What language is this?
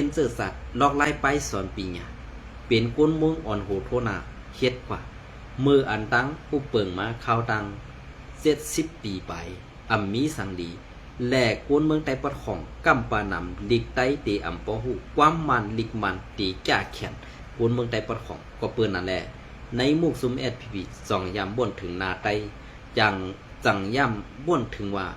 Shan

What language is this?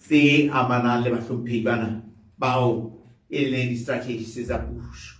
Southern Sotho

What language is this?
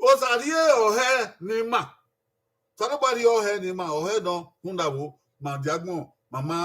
Bini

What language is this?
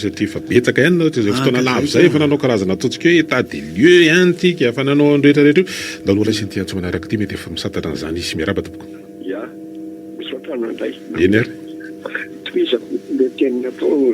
Malagasy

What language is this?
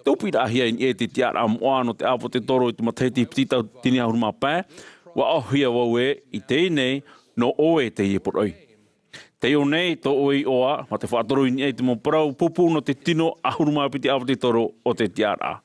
Tahitian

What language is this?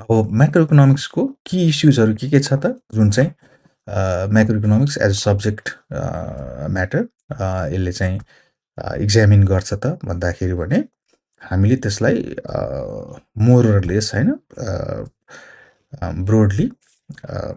Nepali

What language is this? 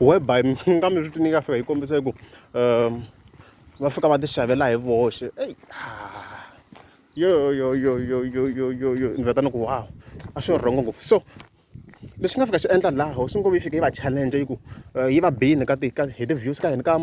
Tsonga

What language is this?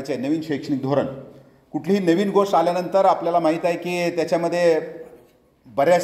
Marathi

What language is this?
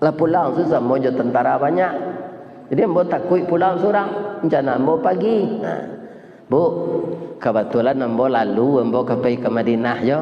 Minangkabau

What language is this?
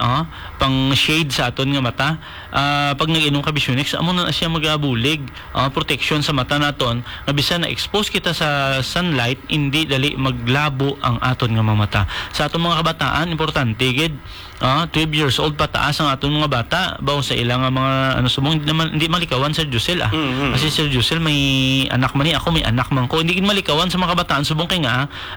Hiligaynon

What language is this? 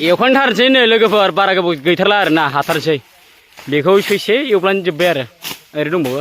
Bodo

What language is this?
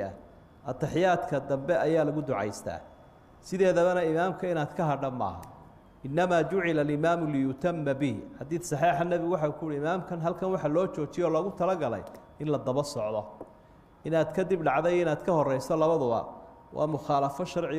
Somali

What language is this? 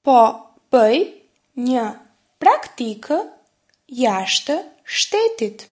Albanian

